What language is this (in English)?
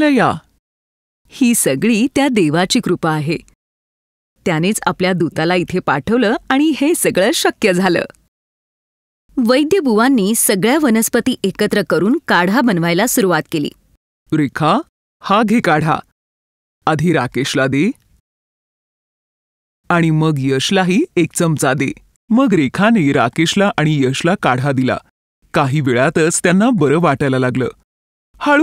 Marathi